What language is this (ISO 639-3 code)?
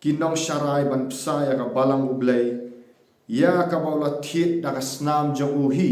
kha